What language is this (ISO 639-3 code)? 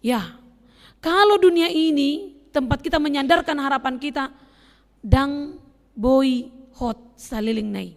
bbc